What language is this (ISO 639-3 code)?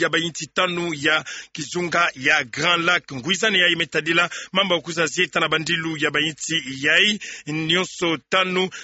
ktu